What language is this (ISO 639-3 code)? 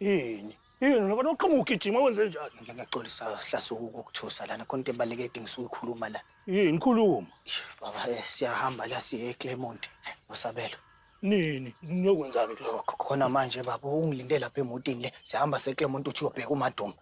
zul